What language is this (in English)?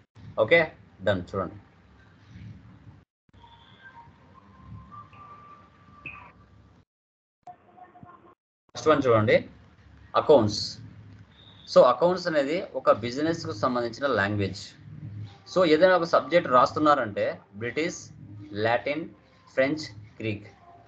Telugu